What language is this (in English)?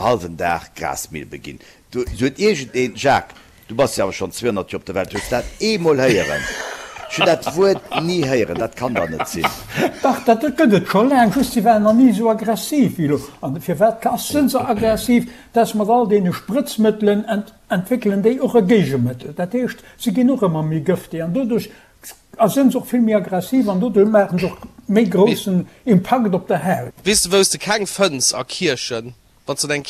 Luxembourgish